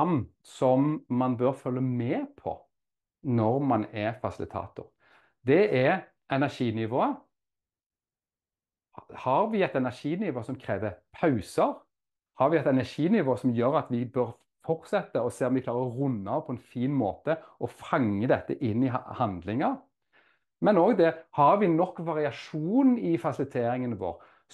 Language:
Norwegian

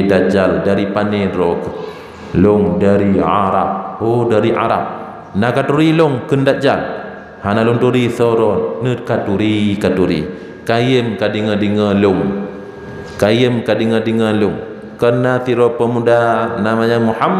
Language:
Achinese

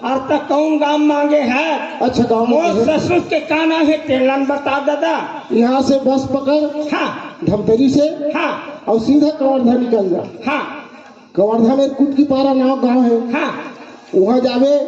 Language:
Chhattisgarhi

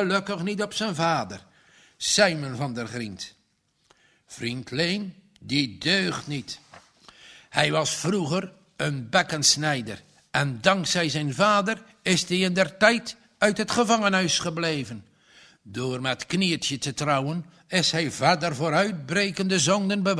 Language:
Dutch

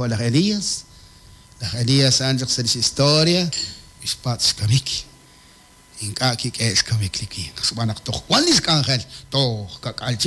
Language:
Kekchí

